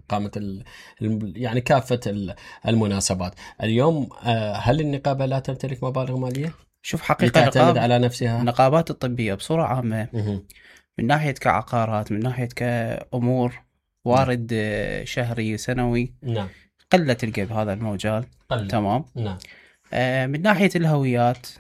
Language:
Mesopotamian Arabic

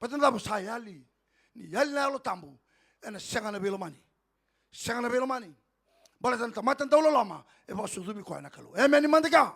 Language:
Fijian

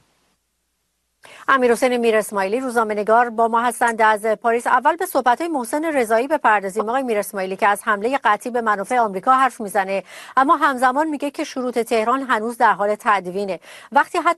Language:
Persian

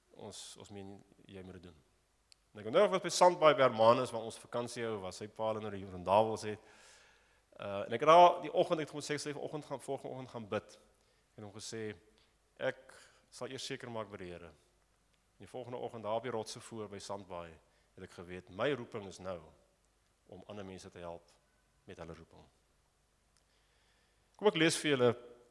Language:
Afrikaans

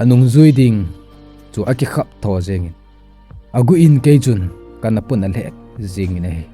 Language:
Thado Chin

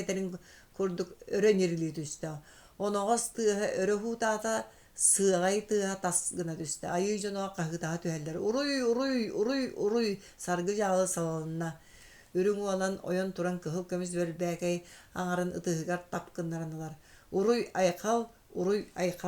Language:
Yakut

